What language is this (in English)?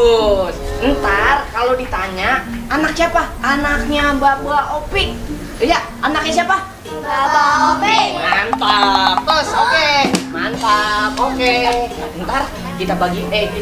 Betawi